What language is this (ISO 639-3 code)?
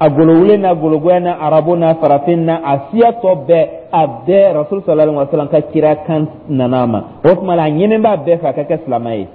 dyu